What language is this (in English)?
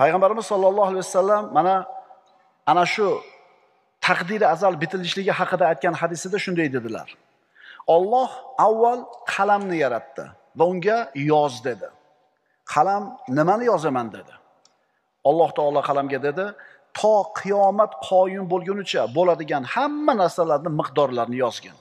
Uzbek